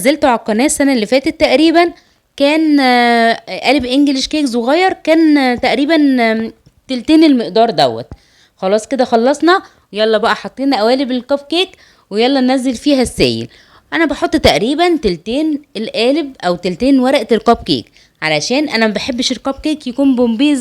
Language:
Egyptian Arabic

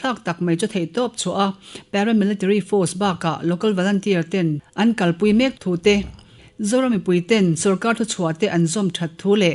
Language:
Mizo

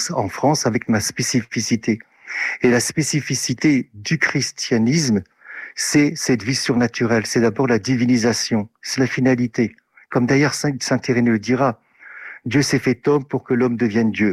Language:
French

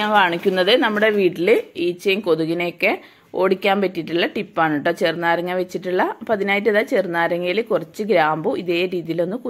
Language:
Malayalam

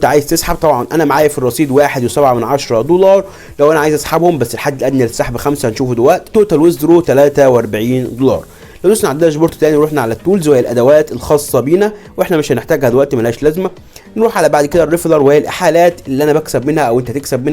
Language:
Egyptian Arabic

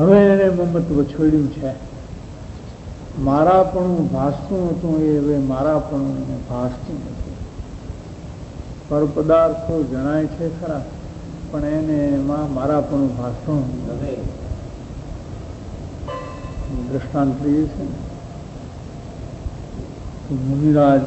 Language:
Gujarati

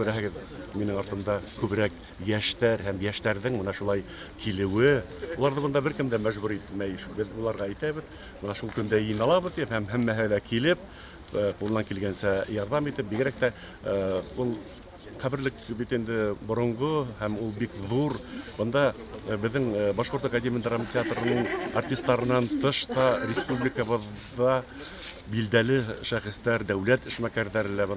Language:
Bashkir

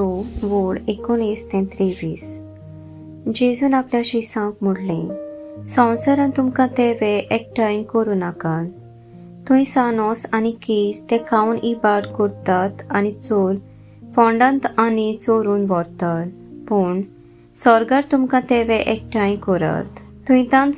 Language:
Konkani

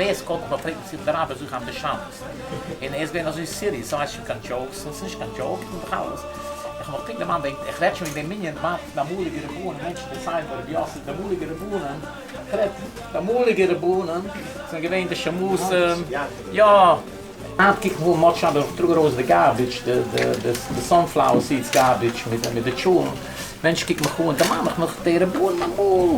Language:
Yiddish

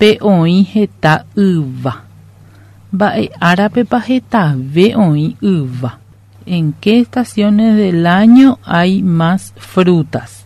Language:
Guarani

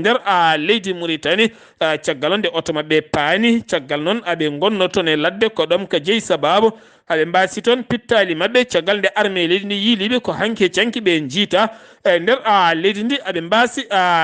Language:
Fula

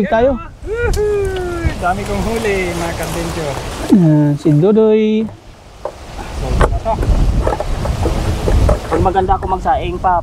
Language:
Filipino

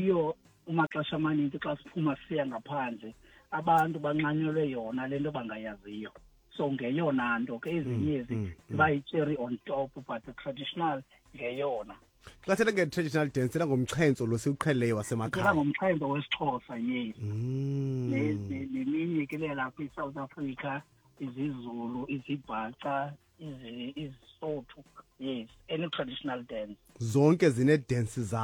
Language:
Xhosa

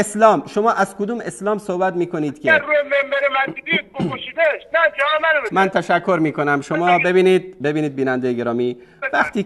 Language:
Persian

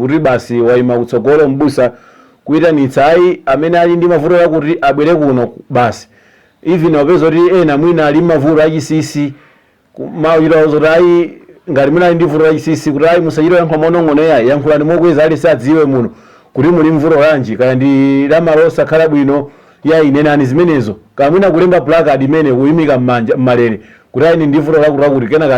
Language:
Nyanja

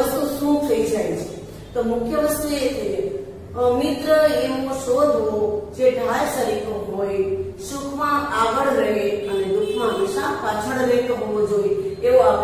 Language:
Gujarati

